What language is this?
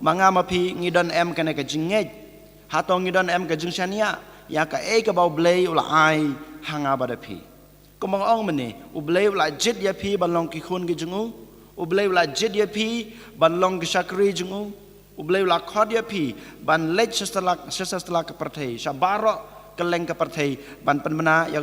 Khasi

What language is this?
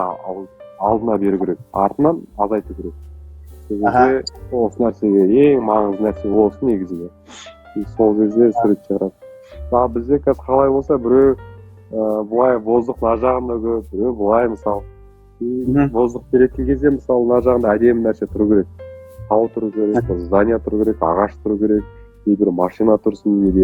Kazakh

